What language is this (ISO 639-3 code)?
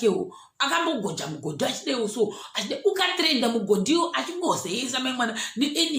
sna